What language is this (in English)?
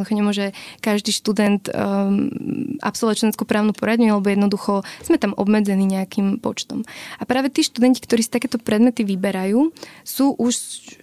Slovak